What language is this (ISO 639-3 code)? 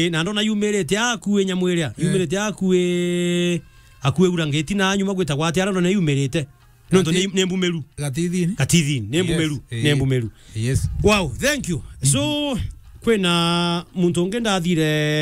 mer